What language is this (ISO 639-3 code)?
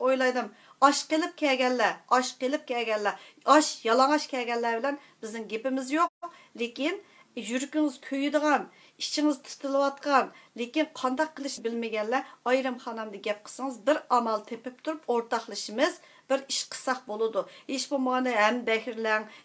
uig